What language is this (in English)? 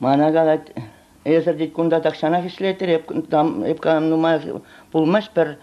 Chuvash